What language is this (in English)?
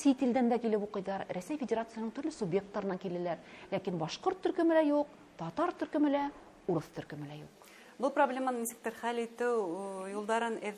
Bashkir